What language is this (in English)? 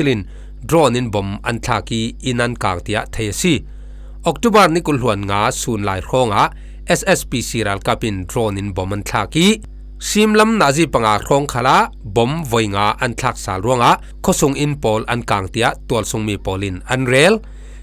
Falam Chin